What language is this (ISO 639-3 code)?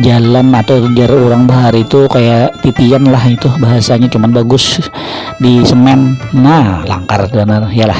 bjn